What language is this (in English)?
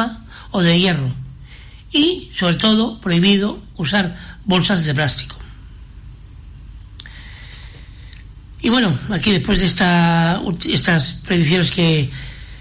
Spanish